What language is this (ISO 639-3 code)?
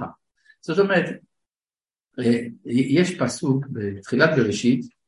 heb